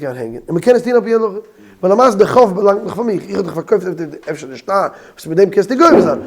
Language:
Yiddish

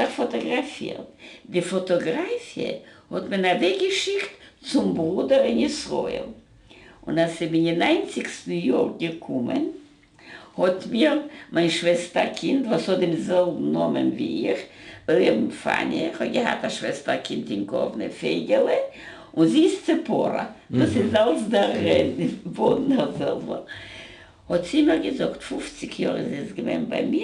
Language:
Yiddish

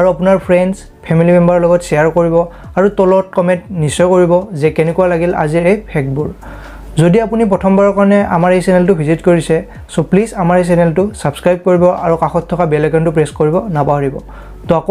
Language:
Assamese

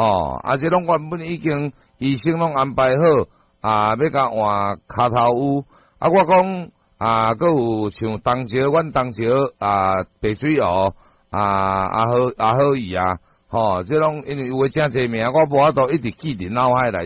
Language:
Min Nan Chinese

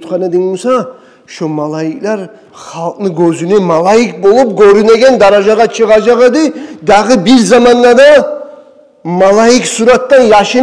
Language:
Kumyk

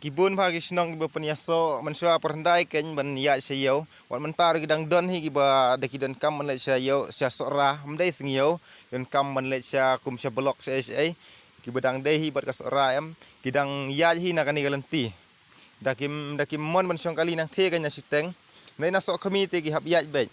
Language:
Khasi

